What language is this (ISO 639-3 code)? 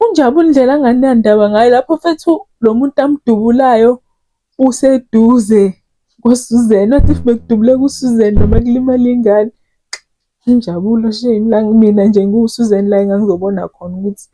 zul